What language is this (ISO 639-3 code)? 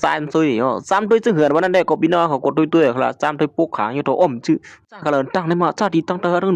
shn